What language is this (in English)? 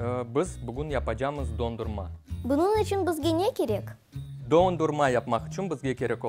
Crimean Tatar